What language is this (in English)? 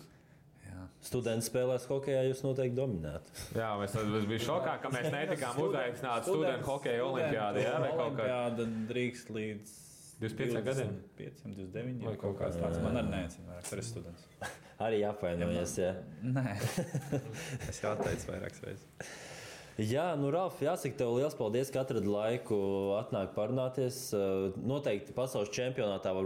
Latvian